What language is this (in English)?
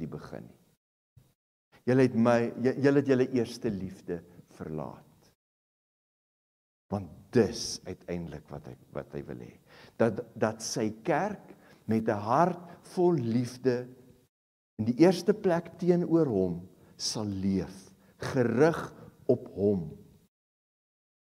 Afrikaans